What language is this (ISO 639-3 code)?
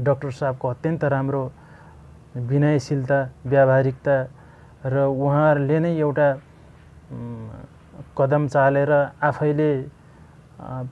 nep